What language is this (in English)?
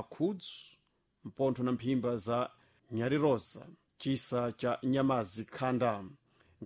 Sena